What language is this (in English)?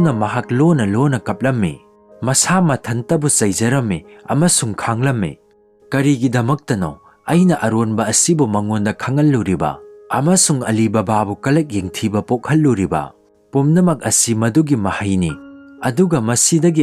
Manipuri